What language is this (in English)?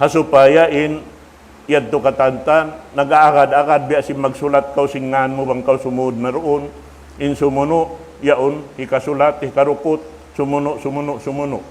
Tausug